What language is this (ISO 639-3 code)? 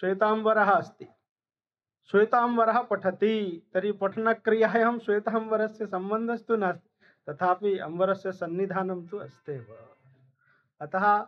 san